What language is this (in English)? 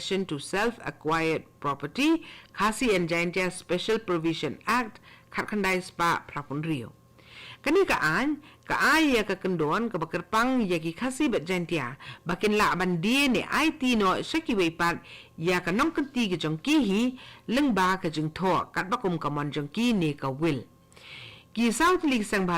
Khasi